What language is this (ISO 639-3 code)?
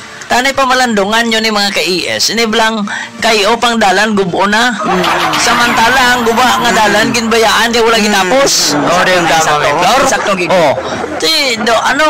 hil